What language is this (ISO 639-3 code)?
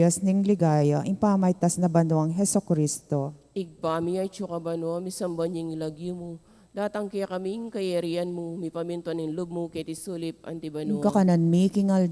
pam